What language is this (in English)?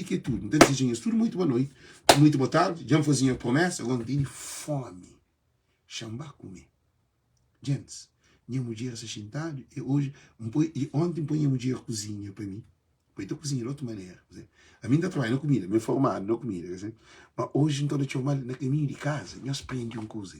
Kabuverdianu